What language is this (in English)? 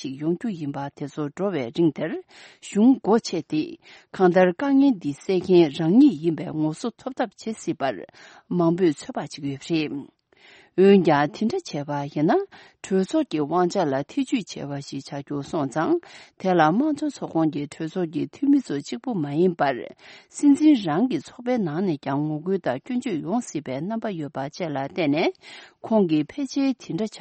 Tibetan